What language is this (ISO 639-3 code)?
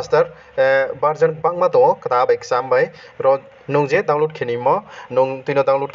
ria